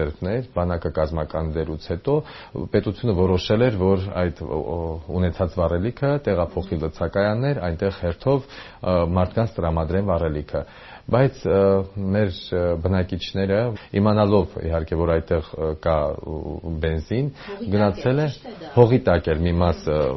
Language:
Armenian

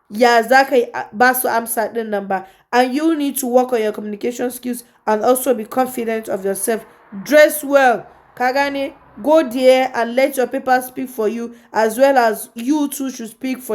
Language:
Hausa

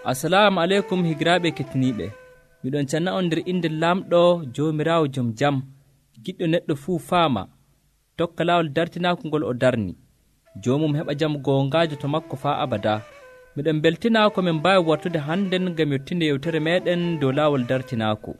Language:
Nigerian Fulfulde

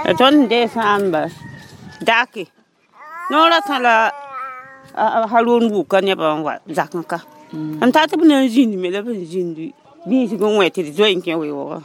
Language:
Mossi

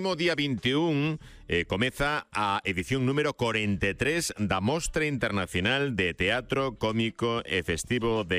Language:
Galician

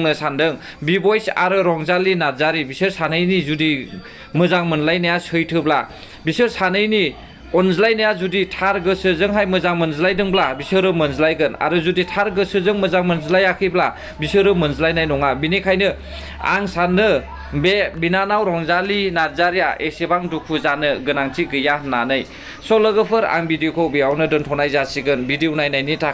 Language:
Bodo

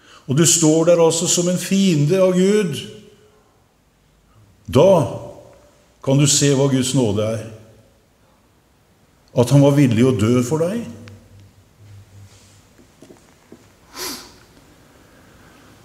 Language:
Norwegian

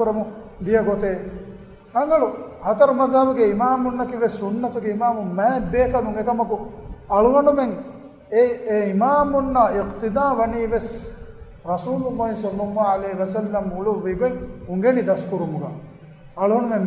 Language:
Divehi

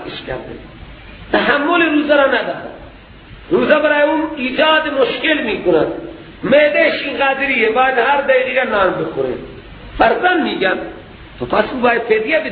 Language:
Persian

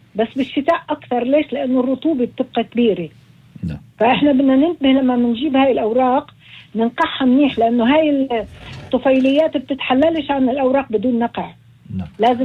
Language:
North Levantine Arabic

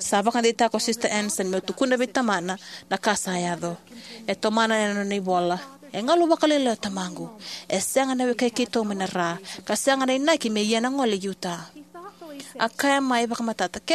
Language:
Fijian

